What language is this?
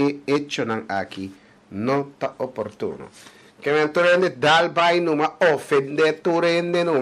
Papiamento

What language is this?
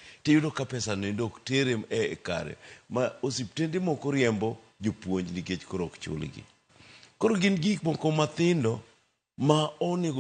Luo (Kenya and Tanzania)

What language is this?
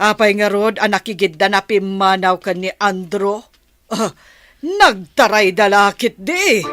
Iloko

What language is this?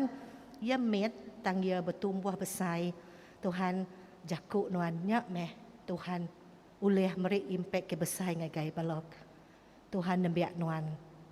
Iban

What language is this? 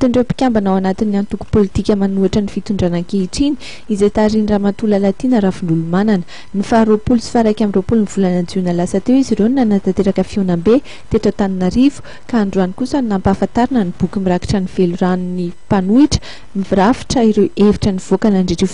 Malagasy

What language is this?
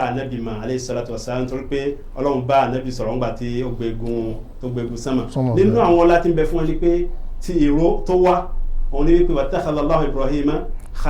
Yoruba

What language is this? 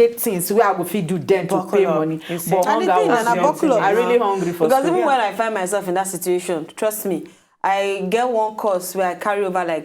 Nigerian Pidgin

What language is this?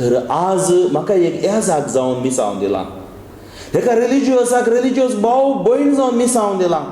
Konkani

